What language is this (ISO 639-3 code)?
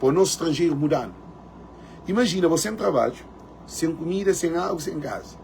kea